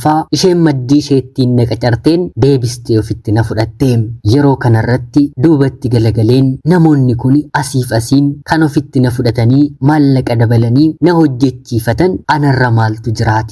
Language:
Oromo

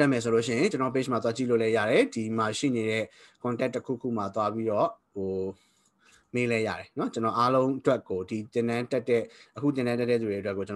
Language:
Burmese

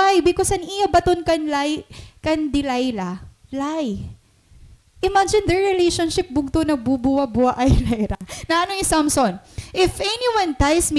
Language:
Waray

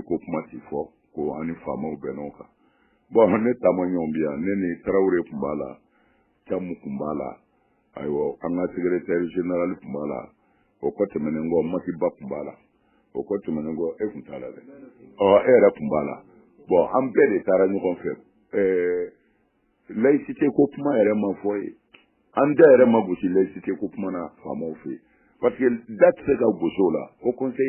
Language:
Bambara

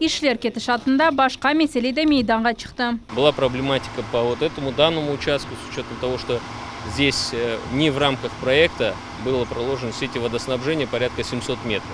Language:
Crimean Tatar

